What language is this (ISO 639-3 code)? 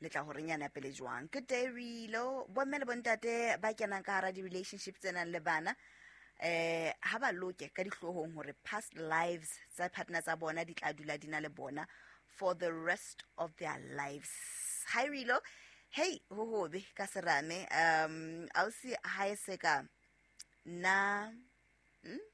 sot